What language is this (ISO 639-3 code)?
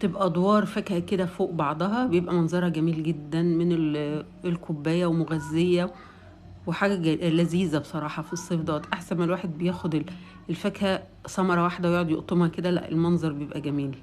arz